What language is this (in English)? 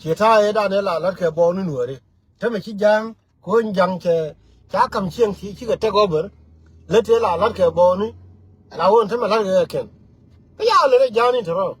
Nuer